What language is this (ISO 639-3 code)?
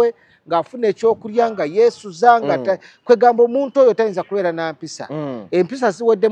lug